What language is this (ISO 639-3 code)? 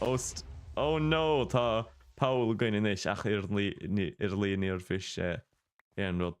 gle